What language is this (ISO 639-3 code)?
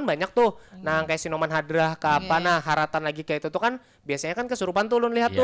bjn